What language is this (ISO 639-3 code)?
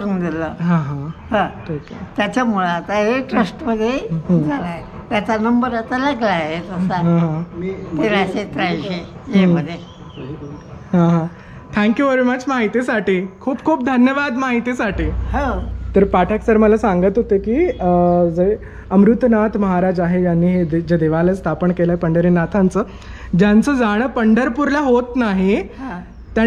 mar